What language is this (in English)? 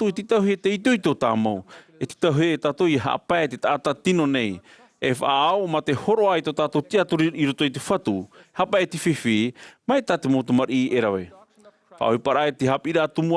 Tahitian